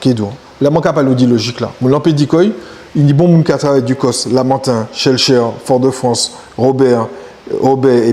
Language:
Guadeloupean Creole French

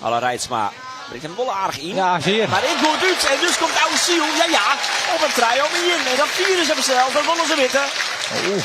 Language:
Western Frisian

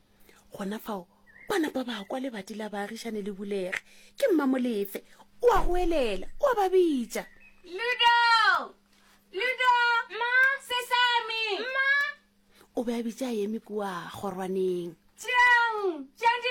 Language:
Northern Sotho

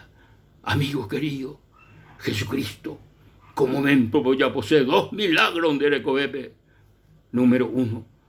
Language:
Guarani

